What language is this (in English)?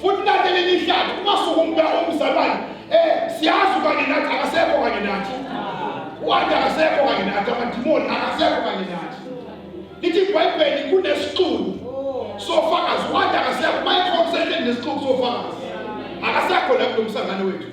Zulu